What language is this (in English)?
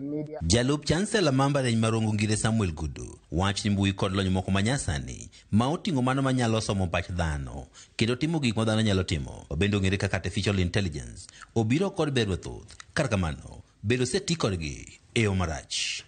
Luo (Kenya and Tanzania)